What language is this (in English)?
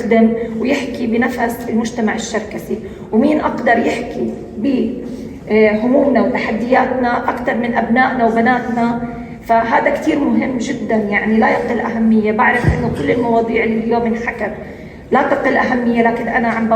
North Levantine Arabic